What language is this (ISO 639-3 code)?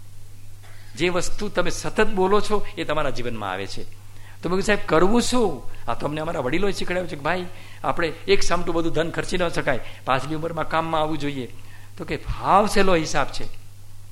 guj